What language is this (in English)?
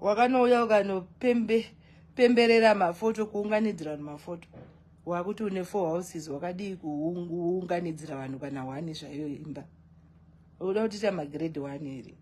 Shona